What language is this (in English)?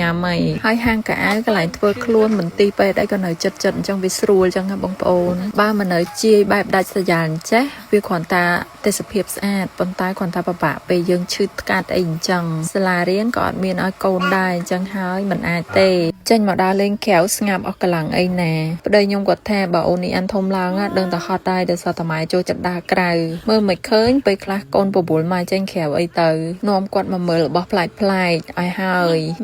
Khmer